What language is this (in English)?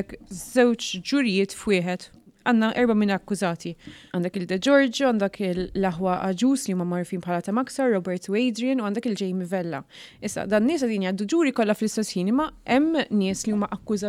Maltese